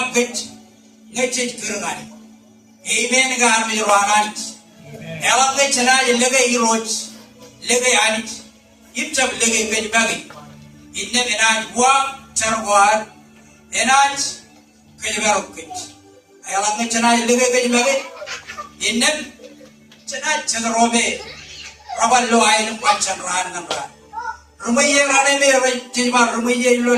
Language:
Marshallese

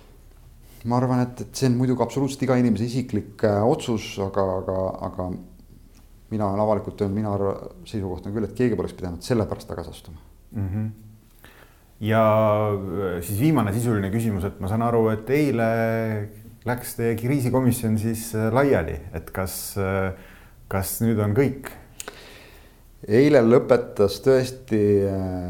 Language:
Estonian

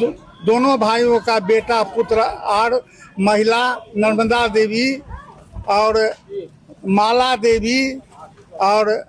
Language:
Maithili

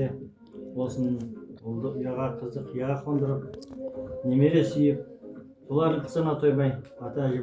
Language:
Kazakh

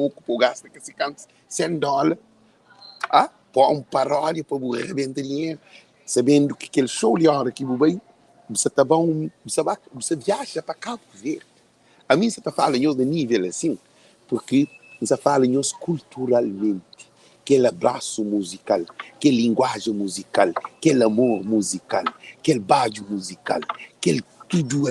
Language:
Kabuverdianu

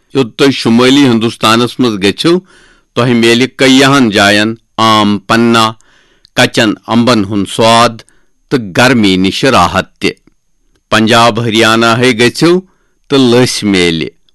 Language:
Kashmiri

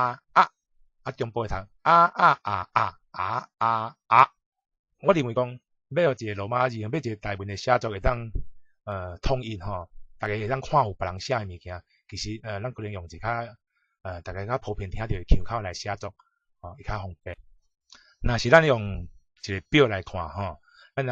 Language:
Min Nan Chinese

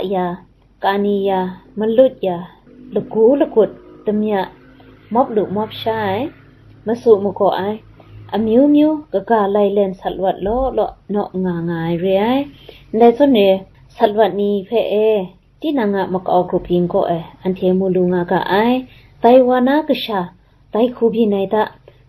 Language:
Kachin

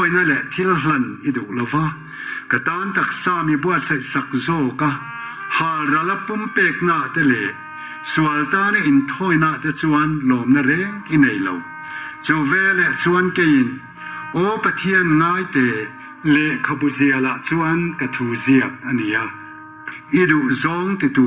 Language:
Mizo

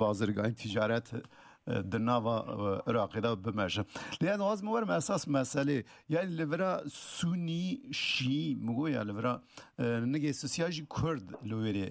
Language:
Kurdish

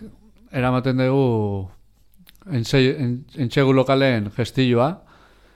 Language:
Basque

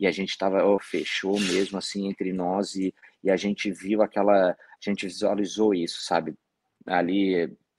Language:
Portuguese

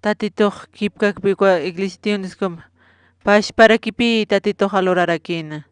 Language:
Aymara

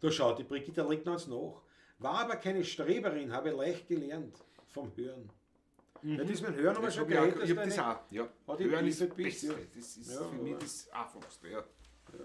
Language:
Bavarian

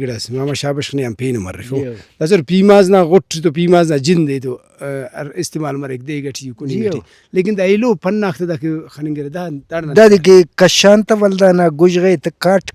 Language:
Brahui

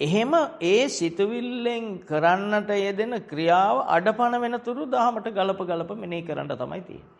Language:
Sinhala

